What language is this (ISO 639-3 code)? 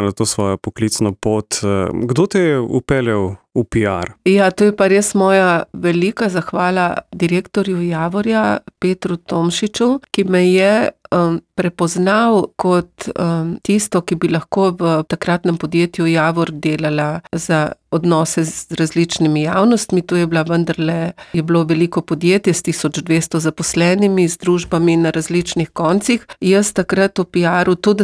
slv